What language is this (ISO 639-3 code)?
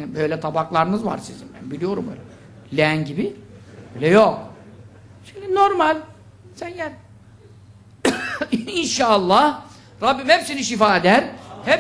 tur